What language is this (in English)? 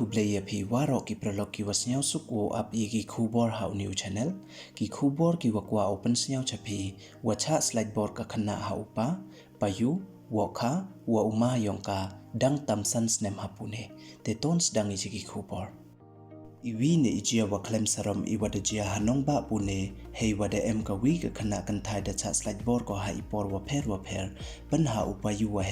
Pnar